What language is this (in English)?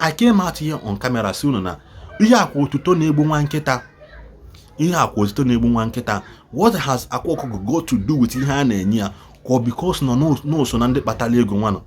Igbo